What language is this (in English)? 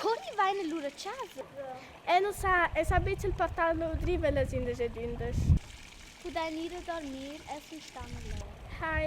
Romansh